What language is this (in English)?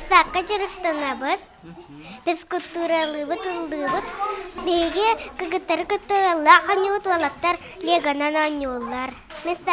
Yakut